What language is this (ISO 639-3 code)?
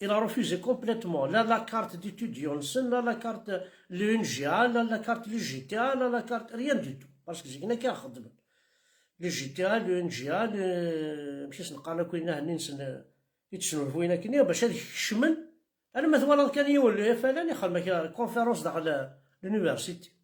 kab